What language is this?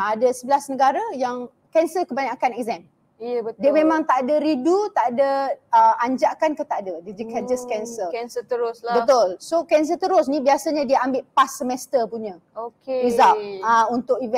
Malay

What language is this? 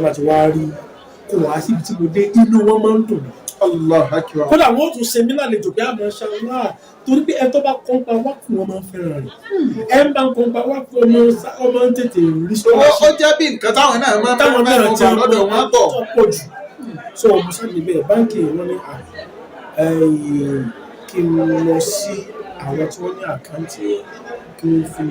Yoruba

